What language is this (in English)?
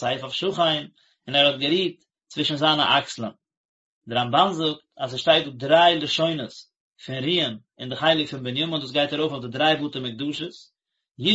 Yiddish